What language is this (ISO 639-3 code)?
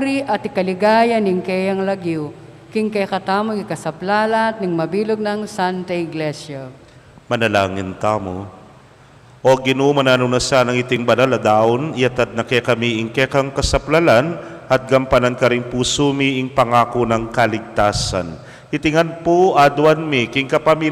pam